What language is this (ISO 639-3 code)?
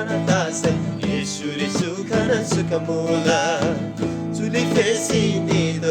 taj